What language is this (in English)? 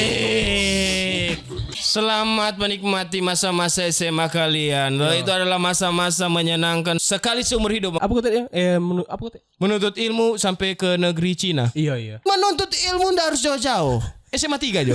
Manado Malay